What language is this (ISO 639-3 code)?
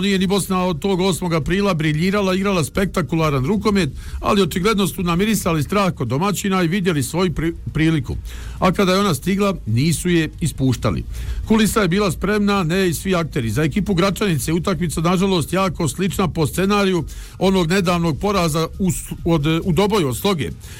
bos